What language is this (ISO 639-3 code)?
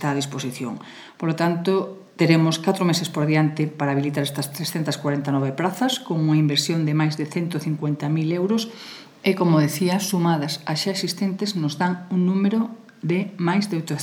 glg